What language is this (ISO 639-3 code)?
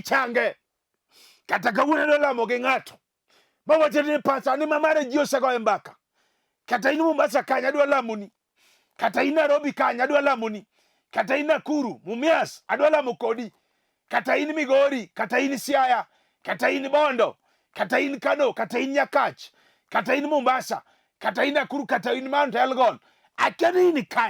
luo